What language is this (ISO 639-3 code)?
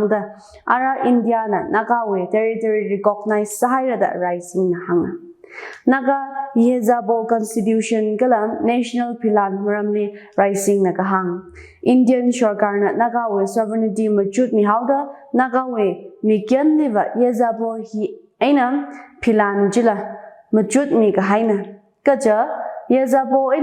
nmf